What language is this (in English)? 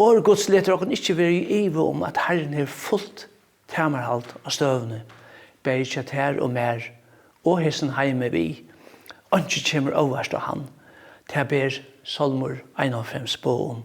Faroese